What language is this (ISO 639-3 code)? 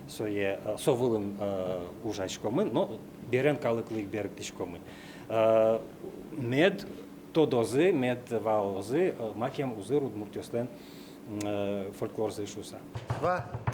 udm